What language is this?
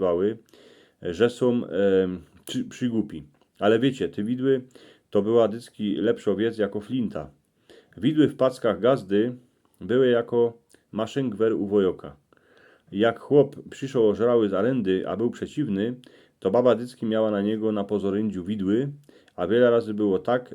Silesian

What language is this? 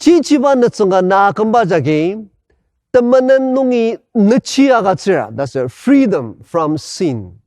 Ao Naga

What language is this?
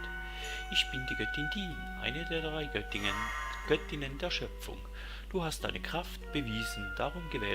Swiss German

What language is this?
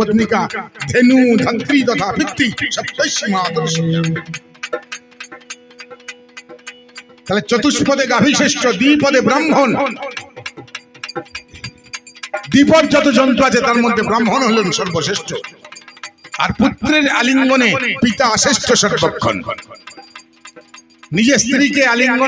Bangla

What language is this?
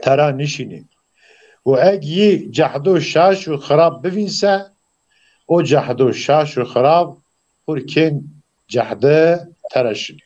Zaza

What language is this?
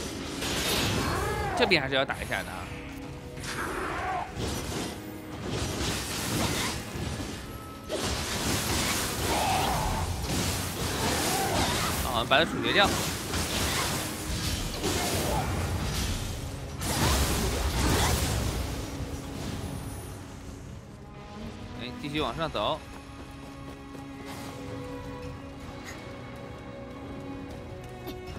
Chinese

